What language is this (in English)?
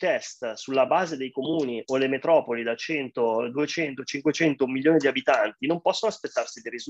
Italian